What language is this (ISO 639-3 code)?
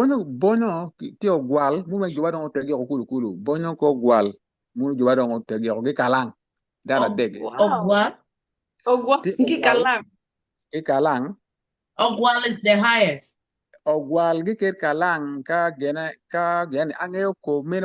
ach